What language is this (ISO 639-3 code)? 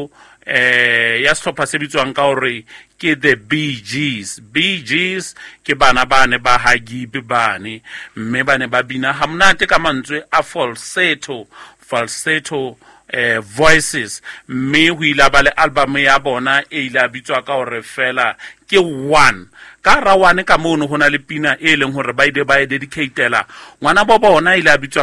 sot